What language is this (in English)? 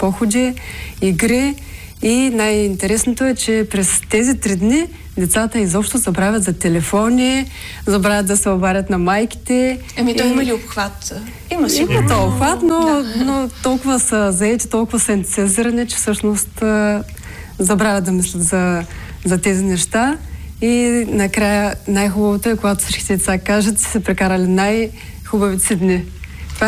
Bulgarian